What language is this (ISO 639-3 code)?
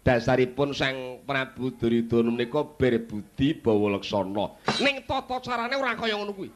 jav